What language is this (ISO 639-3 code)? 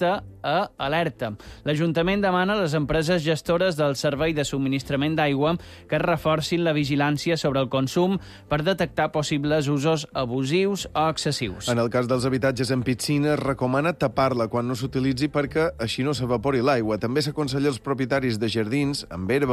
cat